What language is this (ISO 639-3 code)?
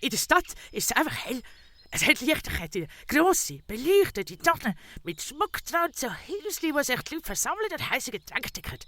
gsw